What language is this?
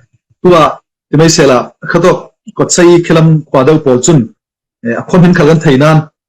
Falam Chin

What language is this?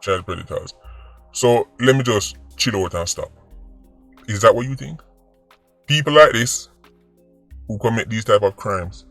Jamaican Creole English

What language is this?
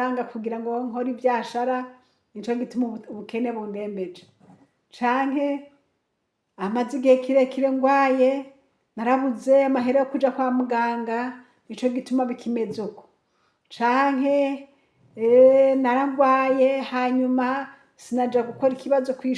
Rundi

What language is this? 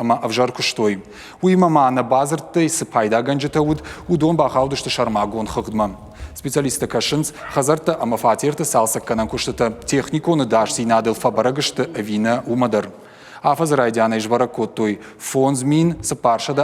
Ossetic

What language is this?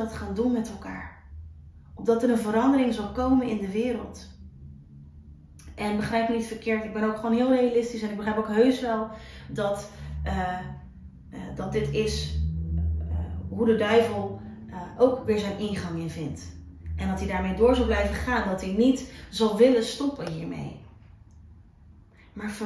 Dutch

